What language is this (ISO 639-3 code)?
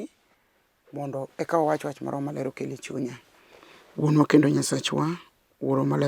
luo